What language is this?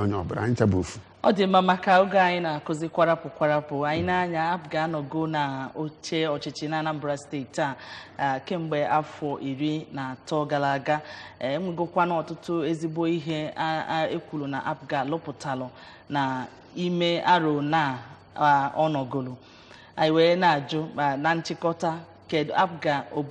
Igbo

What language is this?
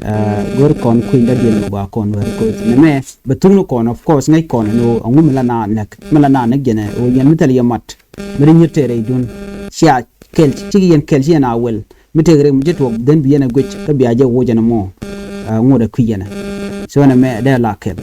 Nuer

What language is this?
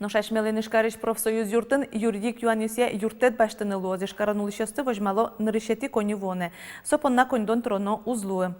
Udmurt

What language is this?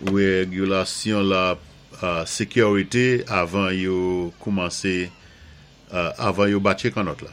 Saint Lucian Creole French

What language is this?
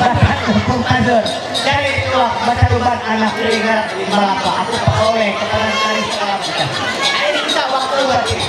Ma'anyan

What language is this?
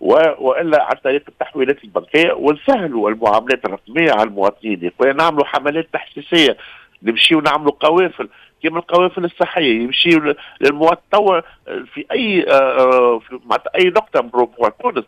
Tunisian Arabic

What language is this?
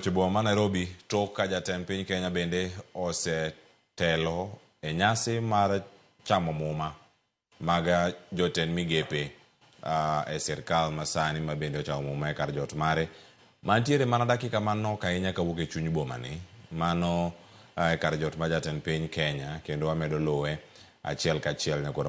Luo (Kenya and Tanzania)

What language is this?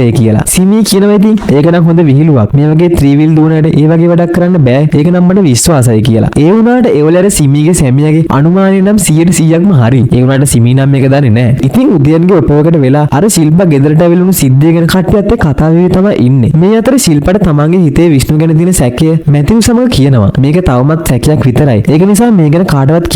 Sinhala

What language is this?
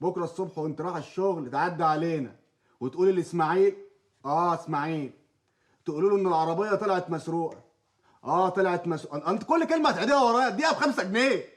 Egyptian Arabic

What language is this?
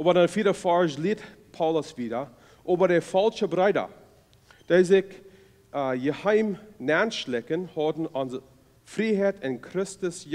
Plautdietsch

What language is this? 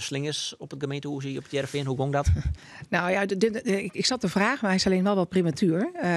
Western Frisian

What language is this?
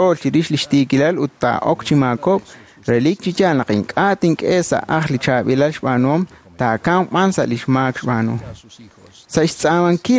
Kekchí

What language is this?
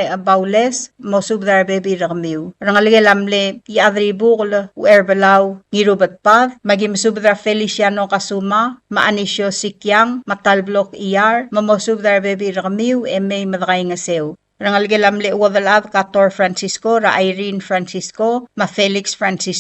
Palauan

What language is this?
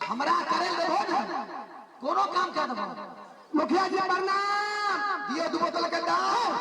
Maithili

